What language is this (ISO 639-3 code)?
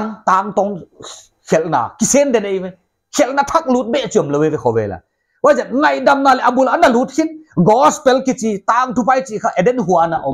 pck